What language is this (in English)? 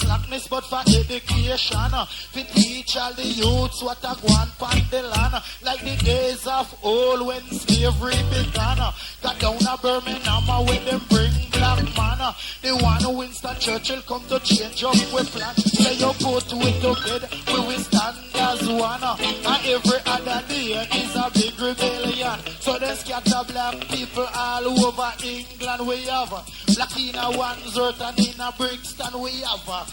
Jamaican Creole English